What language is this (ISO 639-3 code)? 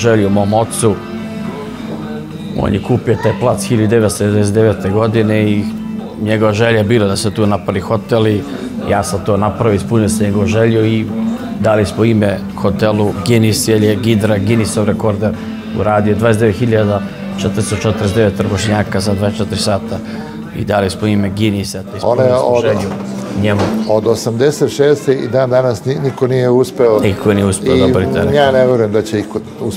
srp